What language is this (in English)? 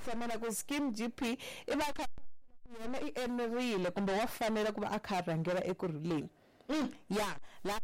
Tsonga